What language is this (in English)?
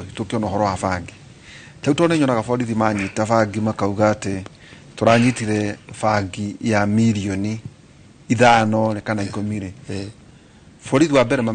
Kikuyu